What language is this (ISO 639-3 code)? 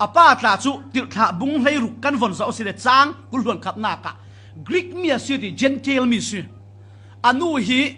cfm